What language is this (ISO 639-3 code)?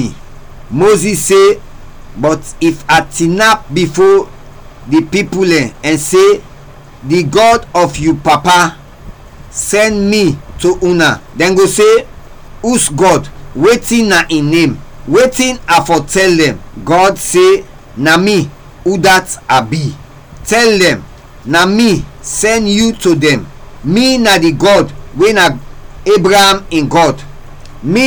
kri